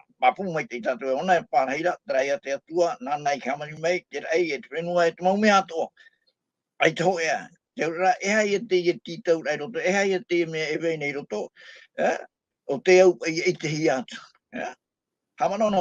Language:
Tahitian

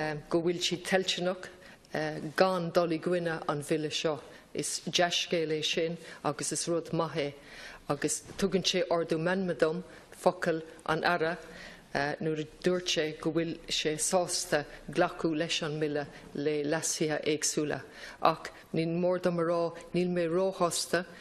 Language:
Irish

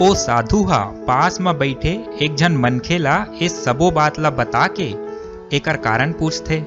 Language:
Chhattisgarhi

